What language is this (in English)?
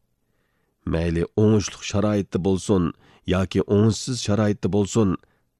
Uyghur